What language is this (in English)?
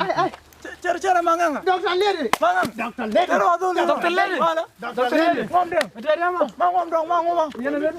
Nuer